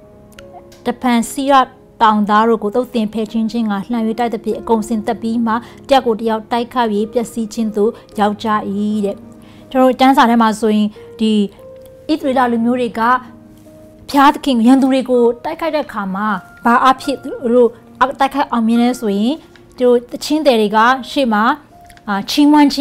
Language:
Burmese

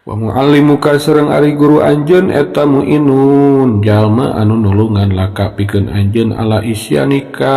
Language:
Sundanese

